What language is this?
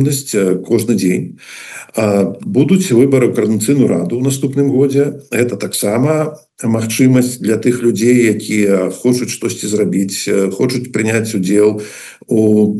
Belarusian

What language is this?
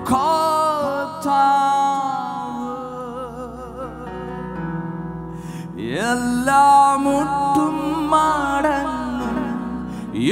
Malayalam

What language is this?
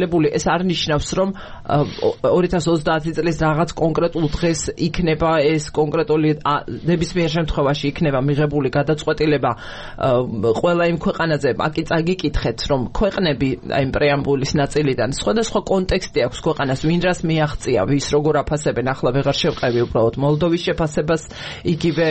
Georgian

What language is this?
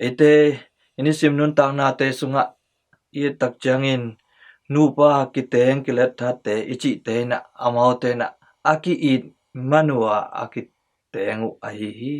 Tedim Chin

